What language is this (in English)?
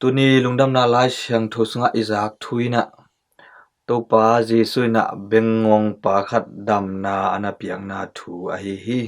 Tedim Chin